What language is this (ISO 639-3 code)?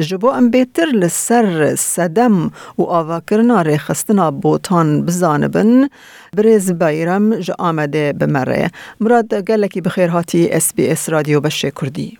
kur